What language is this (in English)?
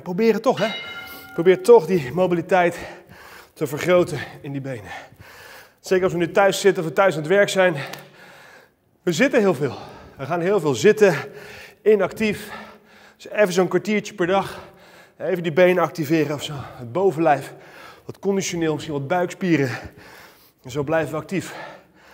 Dutch